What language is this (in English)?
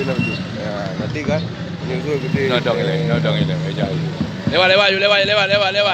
Achinese